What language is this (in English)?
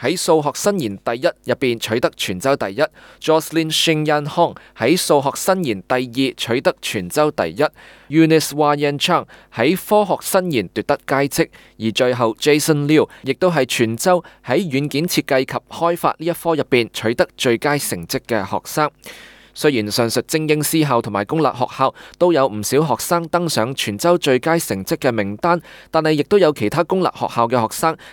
Cantonese